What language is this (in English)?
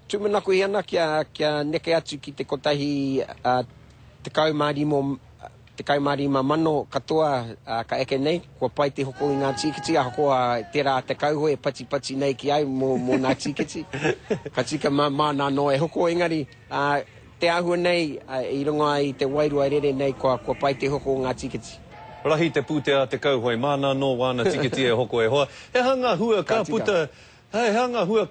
Māori